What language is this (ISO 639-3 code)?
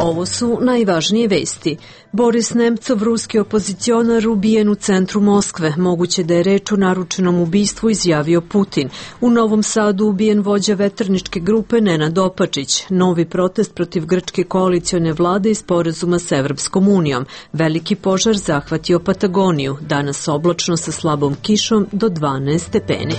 srp